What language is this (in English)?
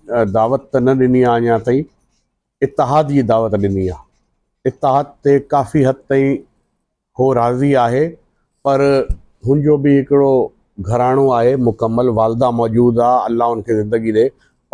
Sindhi